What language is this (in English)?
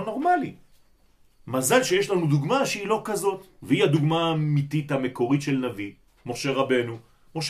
Hebrew